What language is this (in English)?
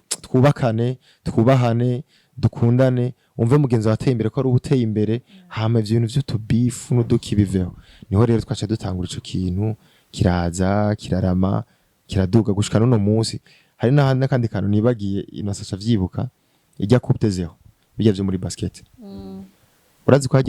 Rundi